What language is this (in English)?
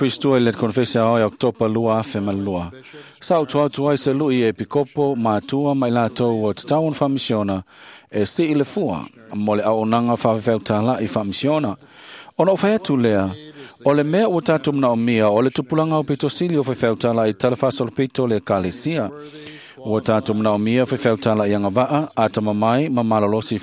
Samoan